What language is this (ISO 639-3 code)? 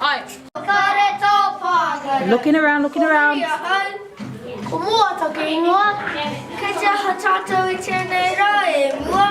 mri